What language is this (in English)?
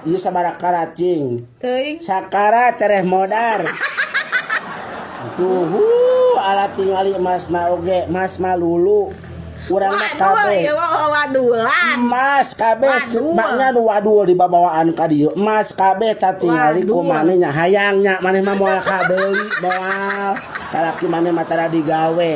Sundanese